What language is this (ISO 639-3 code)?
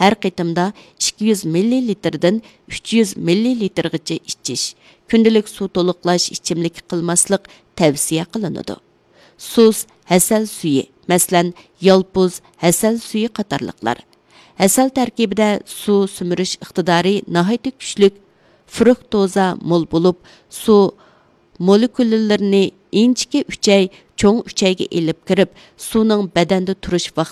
uig